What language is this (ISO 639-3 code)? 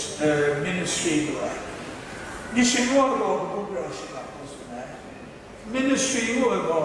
kac